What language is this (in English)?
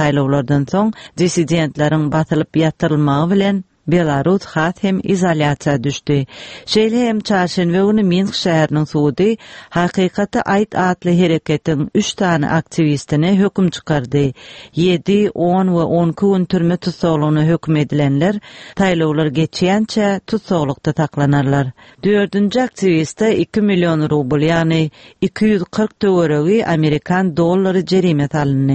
Turkmen